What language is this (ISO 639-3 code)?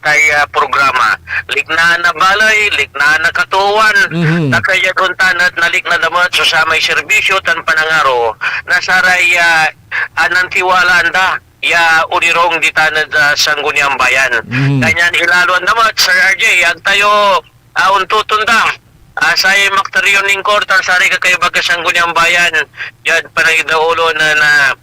pag